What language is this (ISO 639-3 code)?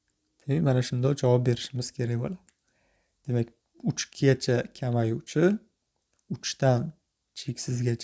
uzb